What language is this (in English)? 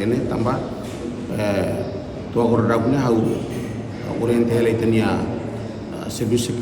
Tetum